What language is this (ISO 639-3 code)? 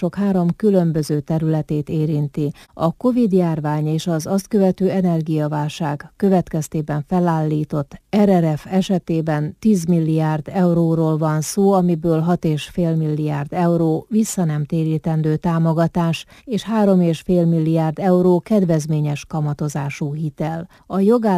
hun